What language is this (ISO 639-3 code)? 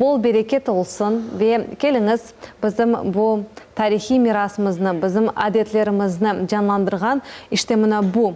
crh